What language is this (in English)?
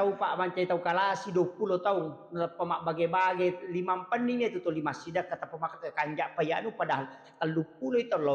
Buginese